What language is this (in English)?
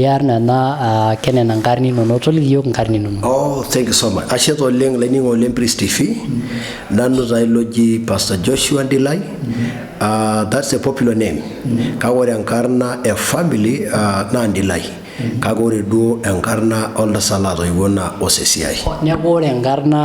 Masai